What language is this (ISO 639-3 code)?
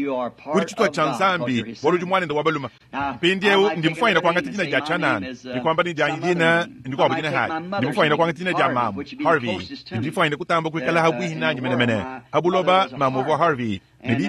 lua